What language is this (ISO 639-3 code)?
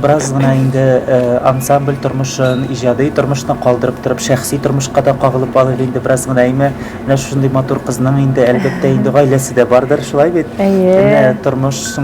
tat